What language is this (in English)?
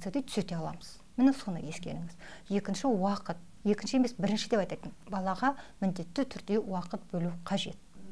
Kazakh